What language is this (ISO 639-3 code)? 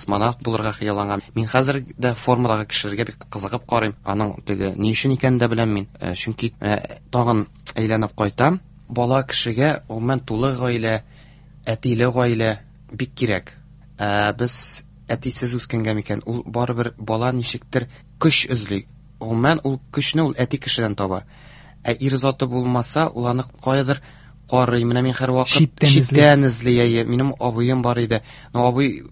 tat